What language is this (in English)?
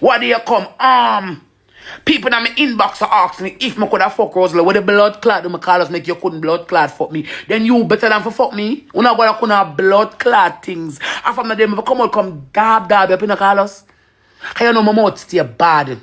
Jamaican Creole English